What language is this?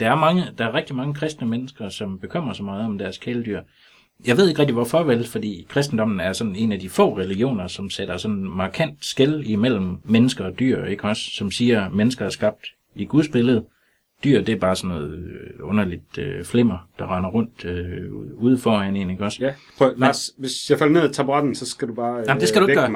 Danish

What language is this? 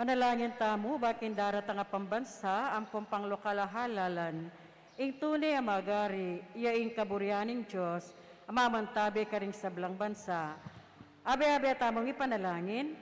Pampanga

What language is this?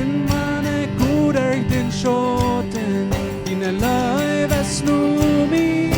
Plautdietsch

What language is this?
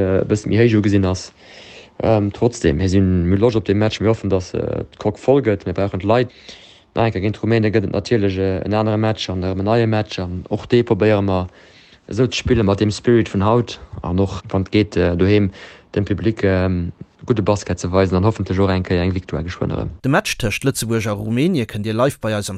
Luxembourgish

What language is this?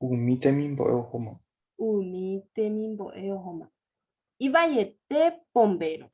Guarani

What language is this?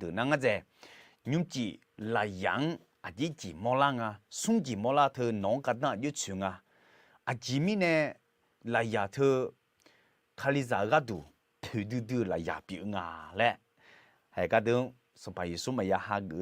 Akha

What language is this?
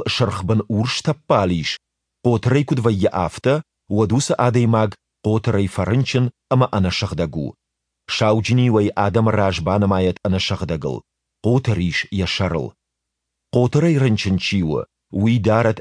Ossetic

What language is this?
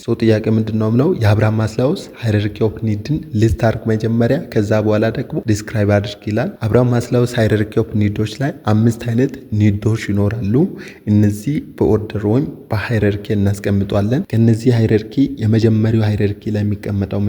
Amharic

